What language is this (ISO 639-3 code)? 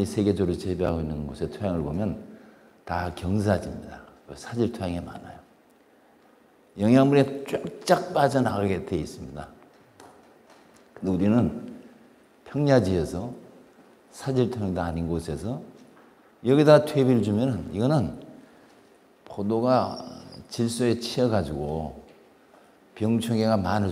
kor